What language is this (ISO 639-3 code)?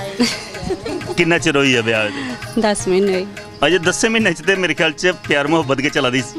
doi